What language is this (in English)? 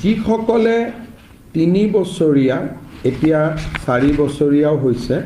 Assamese